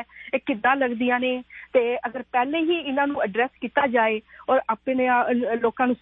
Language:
Punjabi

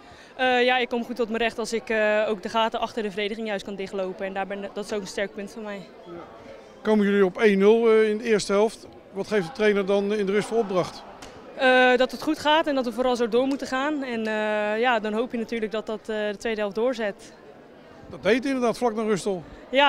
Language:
Dutch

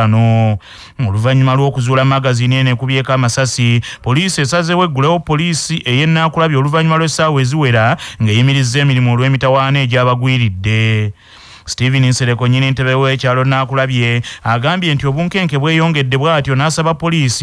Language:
Ganda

